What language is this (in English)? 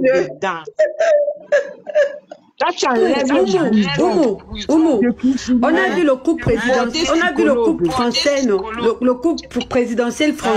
French